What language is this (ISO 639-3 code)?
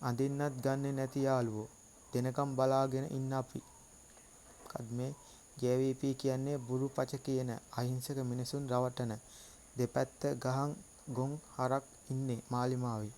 sin